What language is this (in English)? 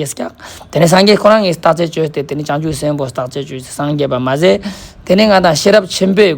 Ladakhi